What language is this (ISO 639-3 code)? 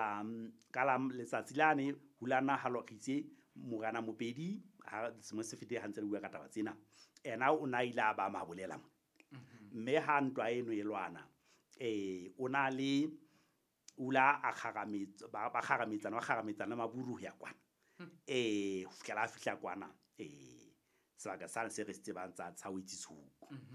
sot